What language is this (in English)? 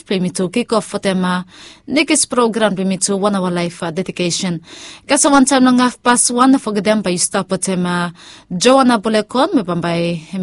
Bislama